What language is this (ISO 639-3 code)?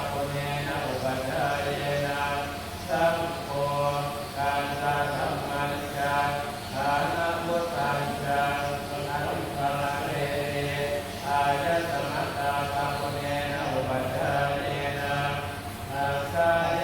pli